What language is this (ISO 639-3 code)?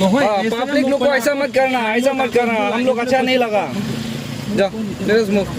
nag